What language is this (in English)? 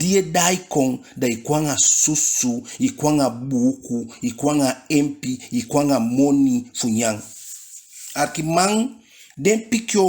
Eastern Maroon Creole